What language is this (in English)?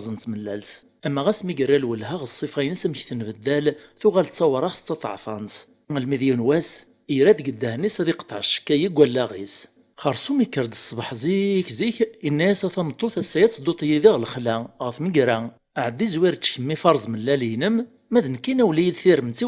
Kabyle